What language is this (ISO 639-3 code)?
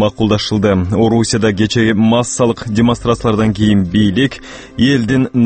kir